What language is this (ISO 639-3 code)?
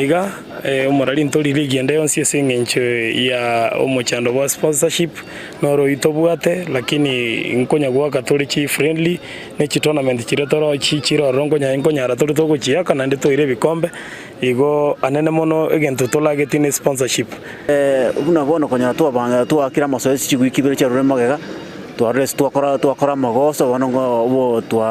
guz